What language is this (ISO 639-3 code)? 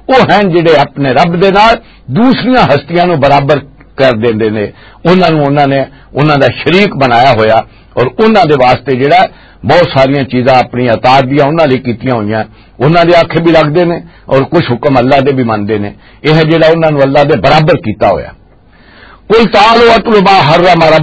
lah